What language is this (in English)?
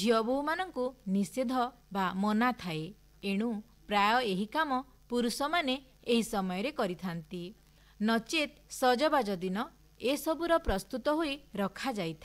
Odia